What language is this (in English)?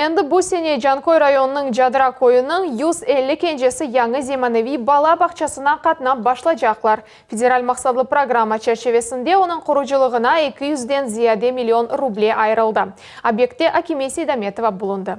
Crimean Tatar